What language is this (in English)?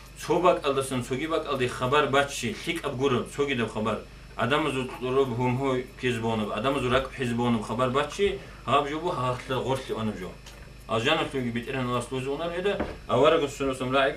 Avaric